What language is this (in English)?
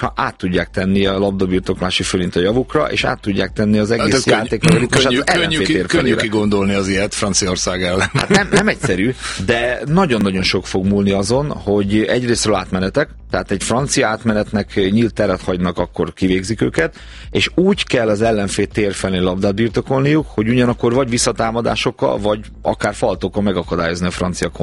Hungarian